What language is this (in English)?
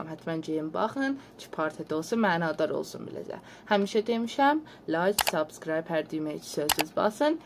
South Azerbaijani